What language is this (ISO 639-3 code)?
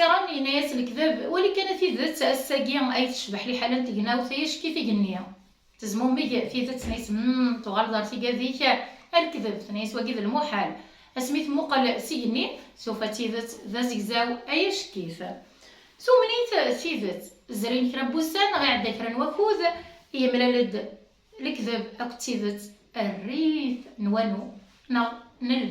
kab